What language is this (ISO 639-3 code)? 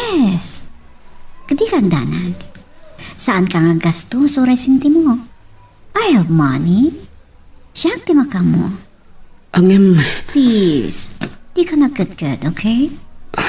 ilo